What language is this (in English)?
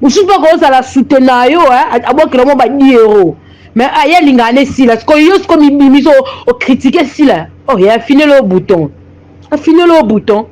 Lingala